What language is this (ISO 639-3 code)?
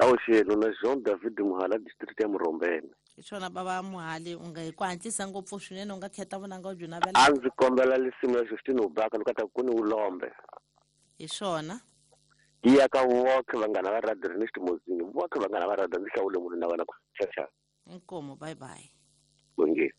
tso